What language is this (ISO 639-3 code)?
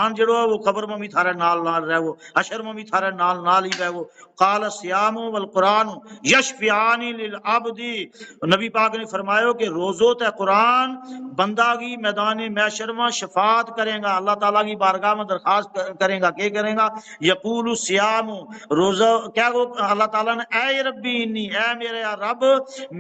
gju